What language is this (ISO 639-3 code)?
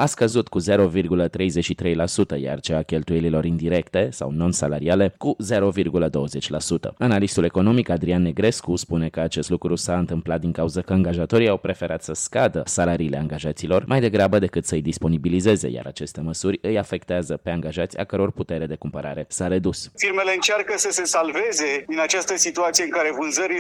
ron